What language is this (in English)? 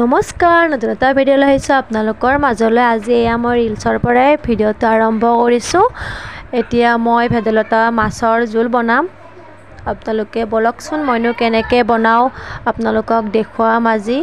Assamese